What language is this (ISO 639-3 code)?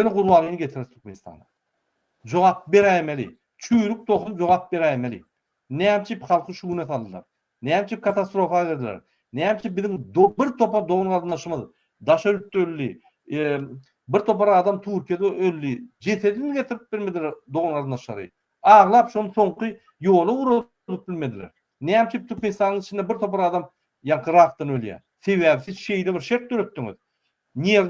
tuk